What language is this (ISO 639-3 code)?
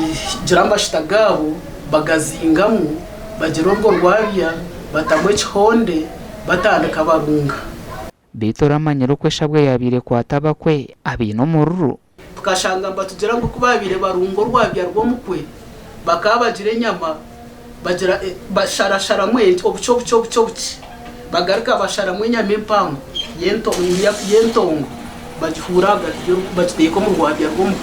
nyn